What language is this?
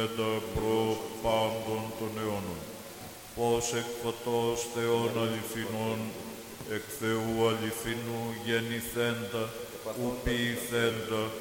Greek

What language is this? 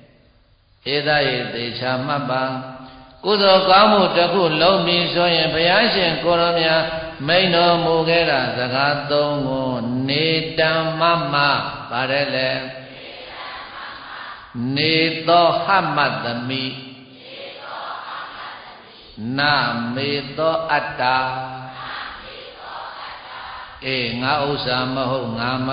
Burmese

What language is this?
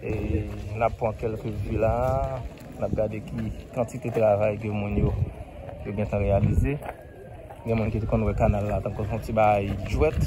Haitian Creole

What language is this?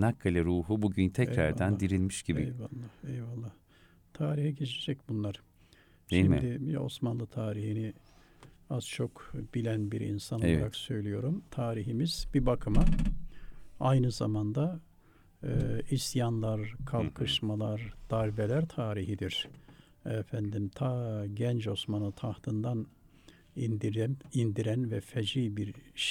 Turkish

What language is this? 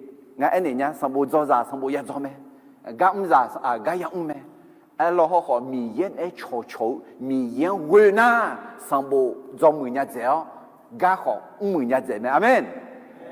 Akha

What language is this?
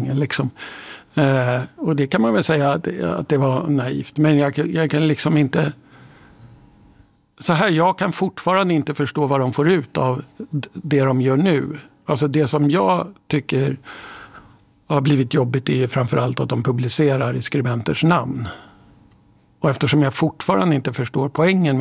Swedish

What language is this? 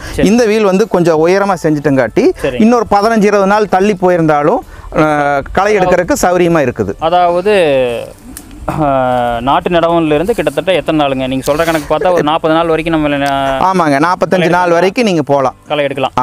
Tamil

